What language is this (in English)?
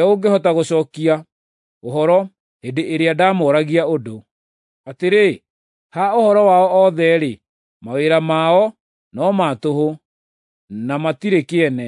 Kikuyu